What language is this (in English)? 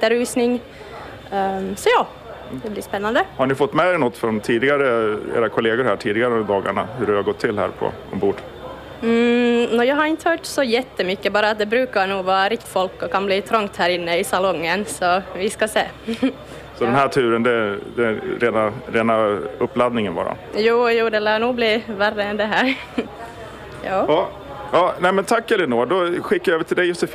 Swedish